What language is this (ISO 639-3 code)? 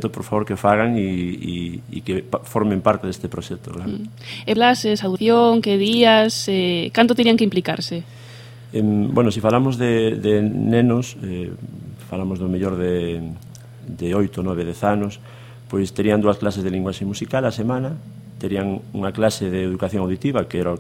glg